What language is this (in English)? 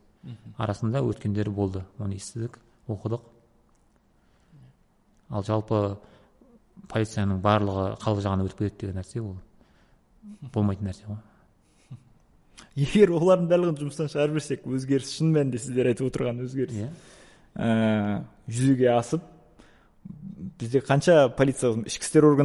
Kazakh